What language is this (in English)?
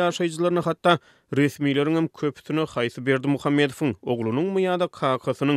Turkmen